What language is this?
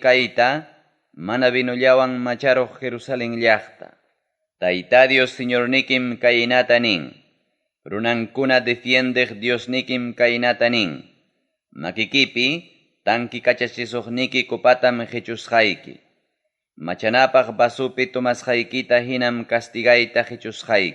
Ayacucho Quechua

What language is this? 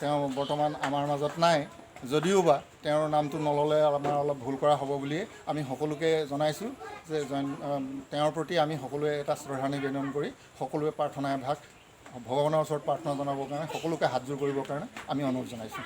Assamese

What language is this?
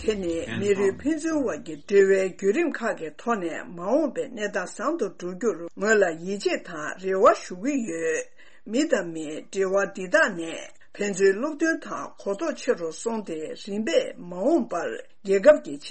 Tibetan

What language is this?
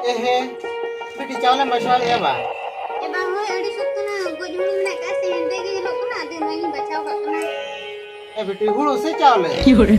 Santali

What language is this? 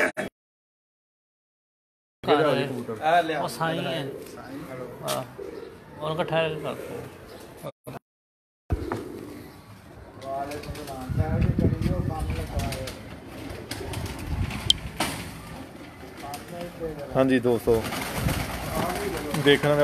Hindi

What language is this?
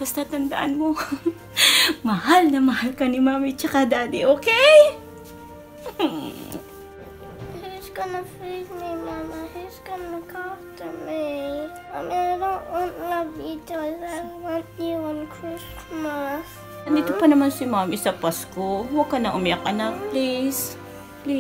Filipino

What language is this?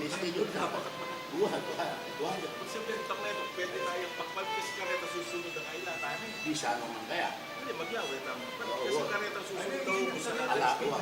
Pampanga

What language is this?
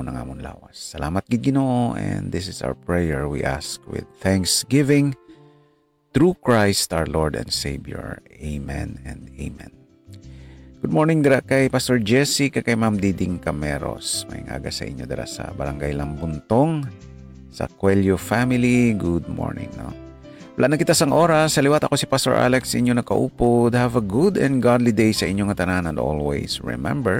Hiligaynon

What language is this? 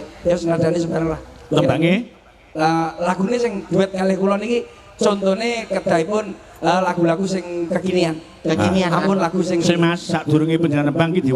Javanese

